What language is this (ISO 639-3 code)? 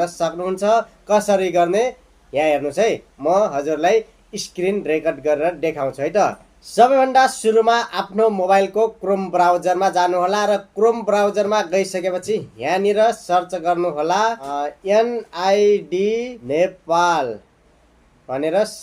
nep